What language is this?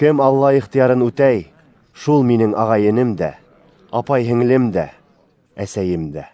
Bashkir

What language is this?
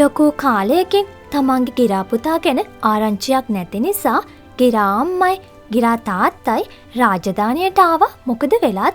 Sinhala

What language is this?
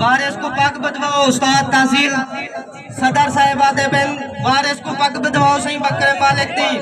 Saraiki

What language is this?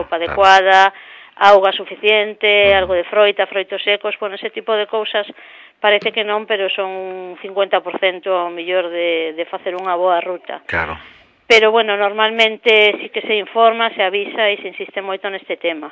Galician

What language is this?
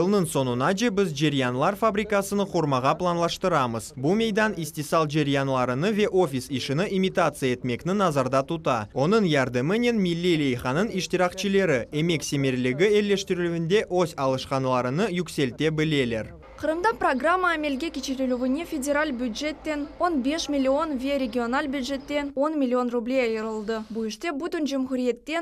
Crimean Tatar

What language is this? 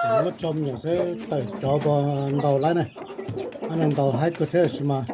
Hmong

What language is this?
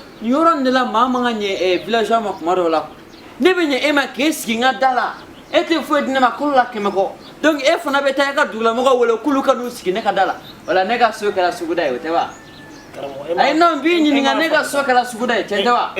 Bambara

